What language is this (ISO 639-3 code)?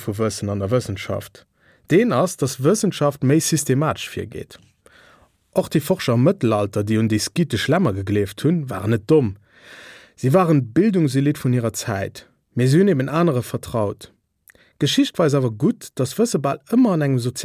ltz